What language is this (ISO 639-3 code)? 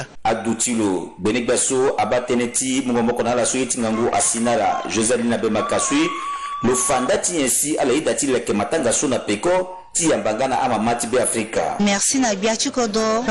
sag